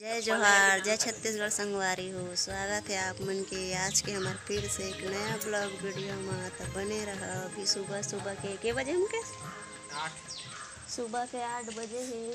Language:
Chhattisgarhi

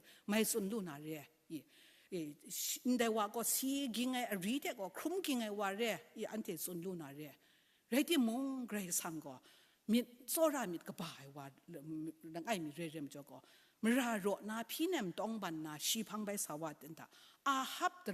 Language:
Kachin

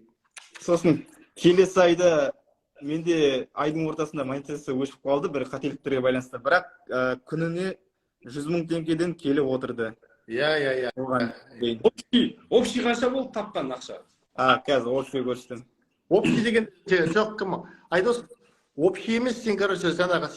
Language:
Kazakh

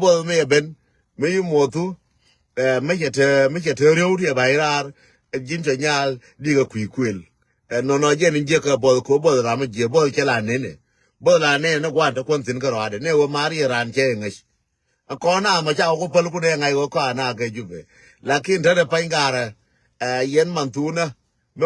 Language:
Nuer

